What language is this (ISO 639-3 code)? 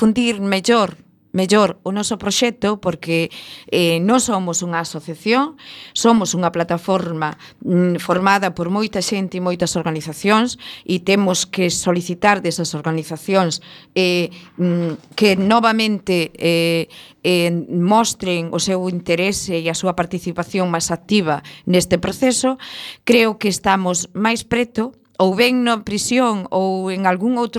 glg